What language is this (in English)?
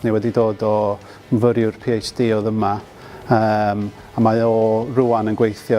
Welsh